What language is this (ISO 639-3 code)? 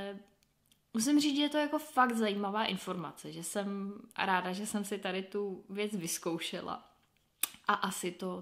ces